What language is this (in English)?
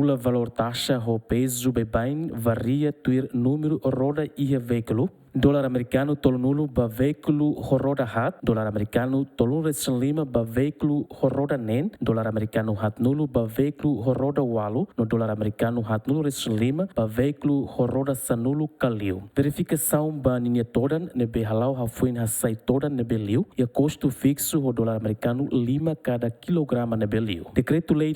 Tetum